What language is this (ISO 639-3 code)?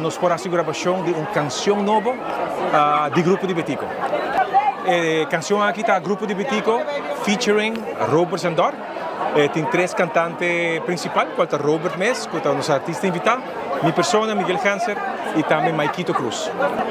pap